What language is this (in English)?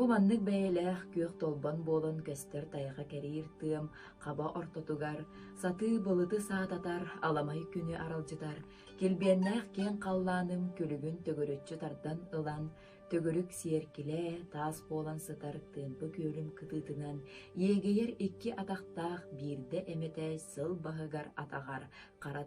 Yakut